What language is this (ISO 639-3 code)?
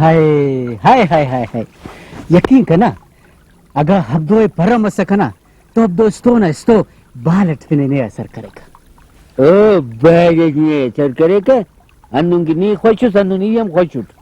brh